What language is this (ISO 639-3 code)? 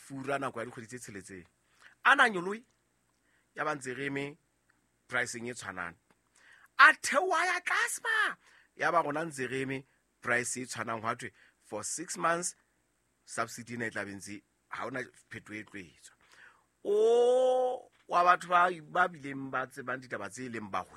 sot